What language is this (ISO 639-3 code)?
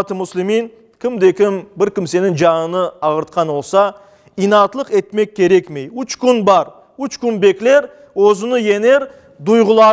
crh